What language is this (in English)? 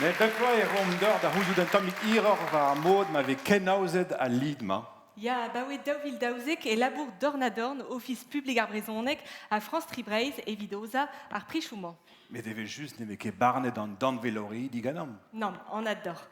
Breton